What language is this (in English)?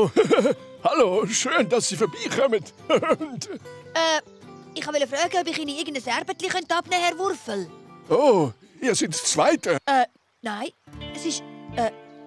Swiss German